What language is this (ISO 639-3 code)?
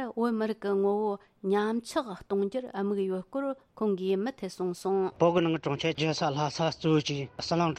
bod